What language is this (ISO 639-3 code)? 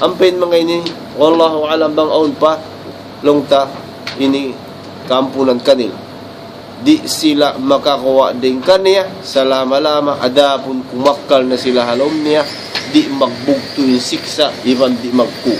tsg